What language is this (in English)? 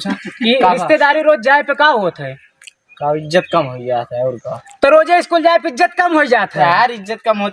Awadhi